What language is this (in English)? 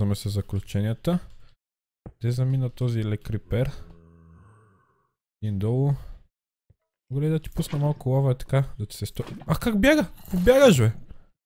Bulgarian